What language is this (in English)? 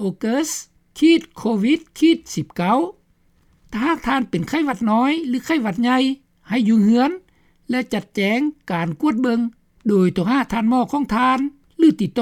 Lao